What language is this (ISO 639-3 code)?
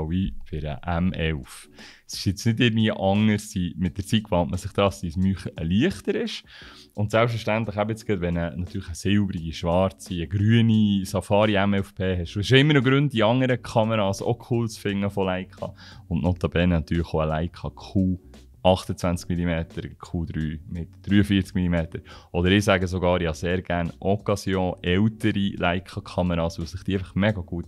gsw